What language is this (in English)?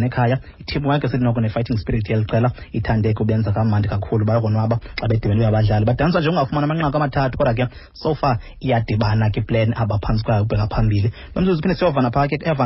Xhosa